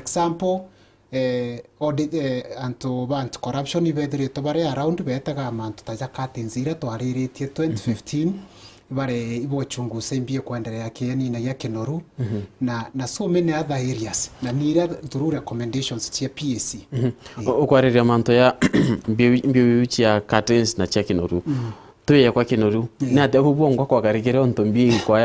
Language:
Meru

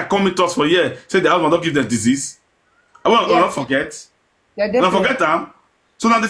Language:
Nigerian Pidgin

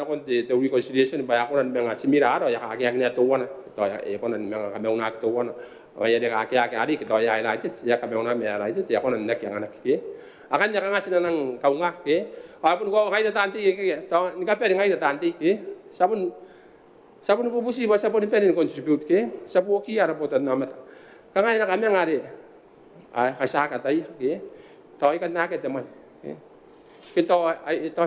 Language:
Gilbertese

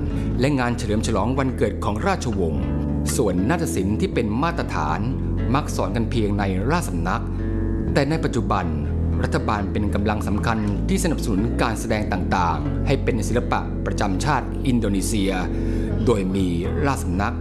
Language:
Thai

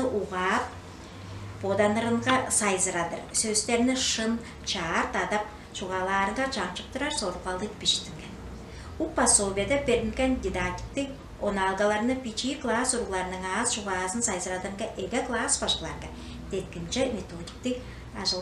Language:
Tuvinian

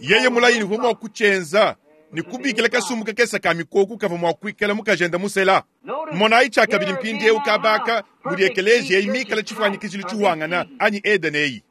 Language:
Luba-Lulua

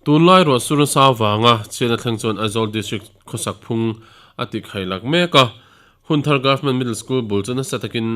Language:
Mizo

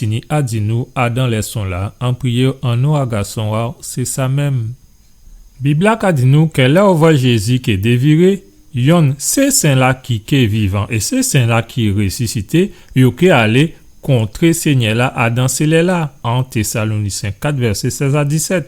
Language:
Guadeloupean Creole French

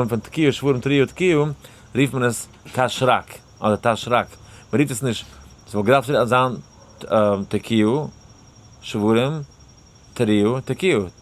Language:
Yiddish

